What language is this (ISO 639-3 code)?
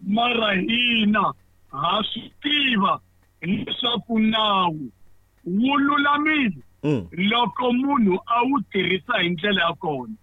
tso